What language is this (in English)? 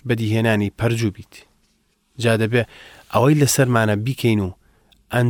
Central Kurdish